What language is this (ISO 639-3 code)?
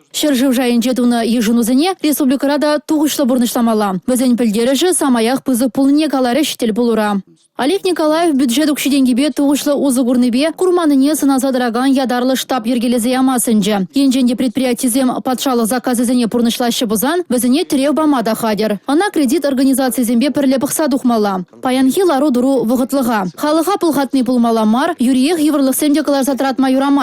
chv